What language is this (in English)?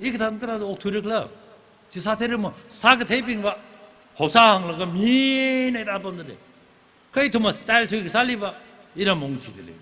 Tangkhul Naga (India)